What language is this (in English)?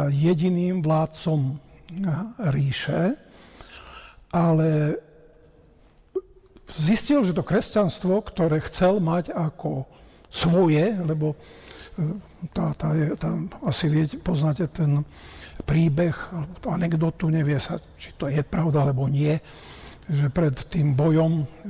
Slovak